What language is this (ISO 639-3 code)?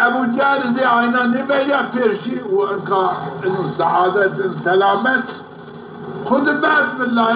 zza